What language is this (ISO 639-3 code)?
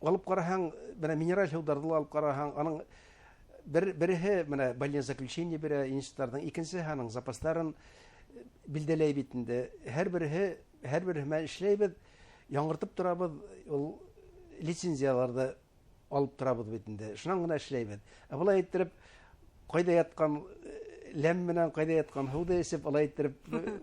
bak